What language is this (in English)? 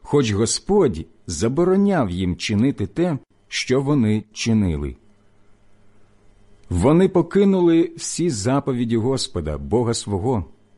Ukrainian